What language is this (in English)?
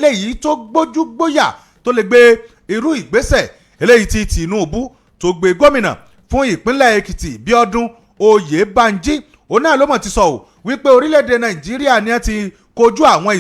Yoruba